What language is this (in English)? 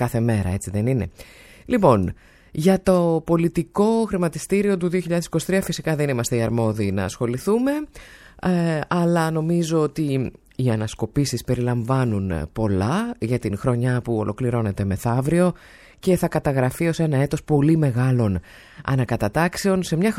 Greek